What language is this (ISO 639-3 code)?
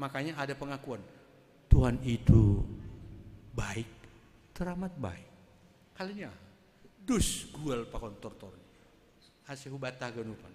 bts